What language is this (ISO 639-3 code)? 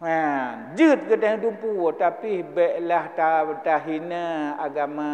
ace